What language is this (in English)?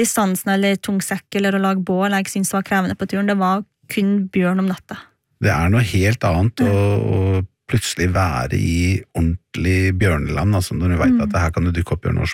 Norwegian